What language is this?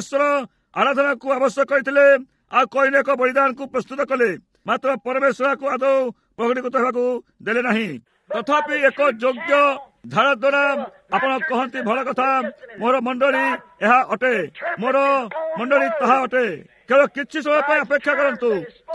Odia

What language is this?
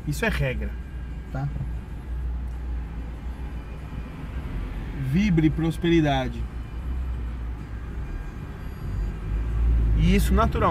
Portuguese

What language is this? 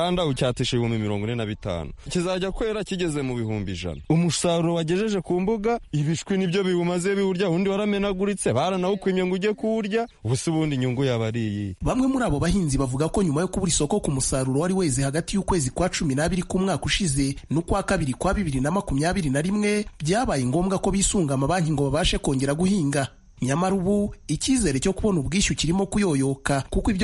Kinyarwanda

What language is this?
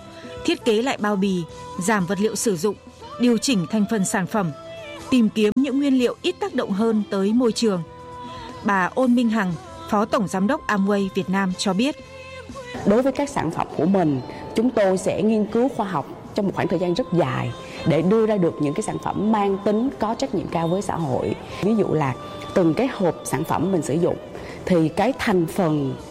Vietnamese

